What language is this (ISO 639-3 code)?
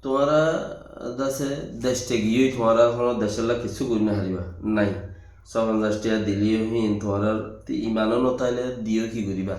rhg